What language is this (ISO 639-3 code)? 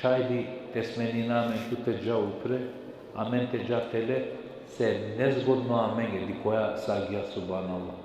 rmn